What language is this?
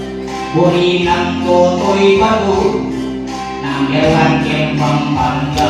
Pampanga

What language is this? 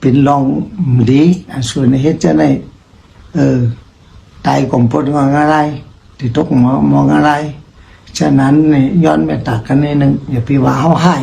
Shan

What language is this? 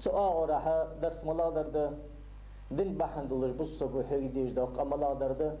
Ingush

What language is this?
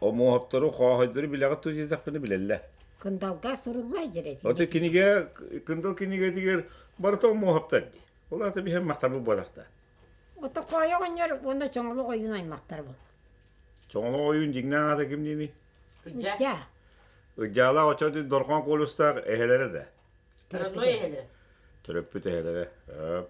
Yakut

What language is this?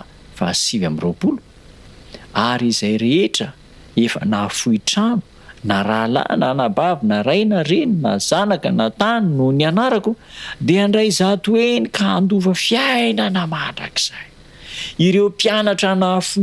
Malagasy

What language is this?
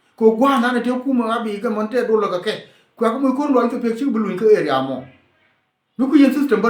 Nuer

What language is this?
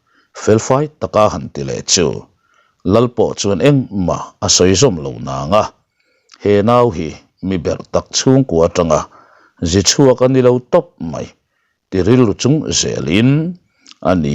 Mizo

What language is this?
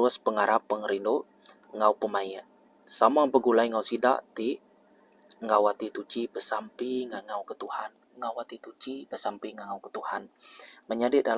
Iban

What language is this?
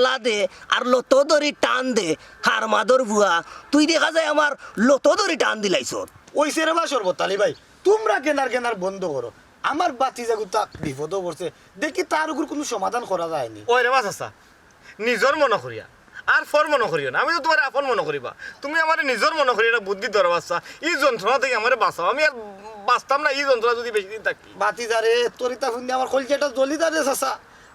Sylheti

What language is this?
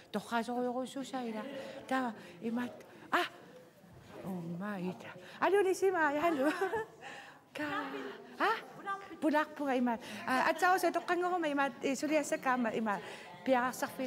Kalaallisut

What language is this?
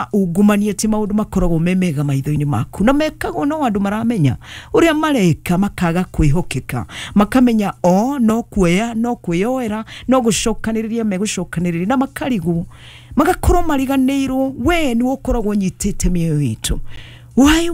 Kikuyu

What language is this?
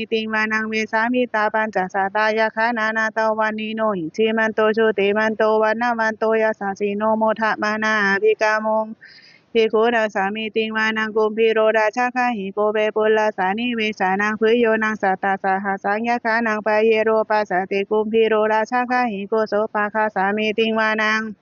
Pali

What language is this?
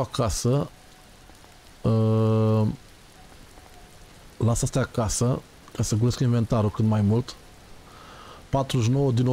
Romanian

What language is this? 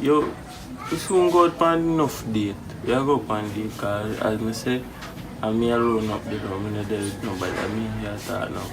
Jamaican Creole English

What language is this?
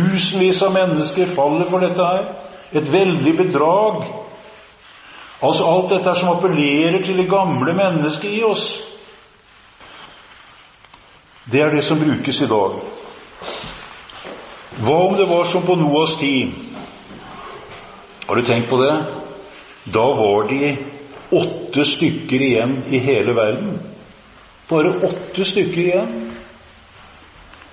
Norwegian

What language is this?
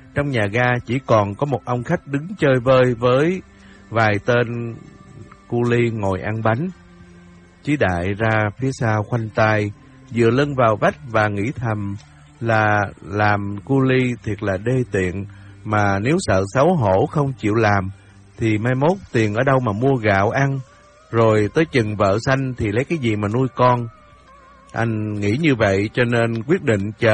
Vietnamese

